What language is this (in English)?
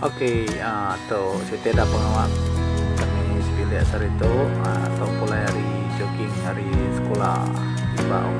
Iban